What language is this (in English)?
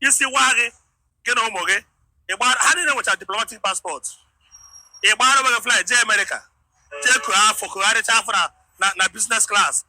Igbo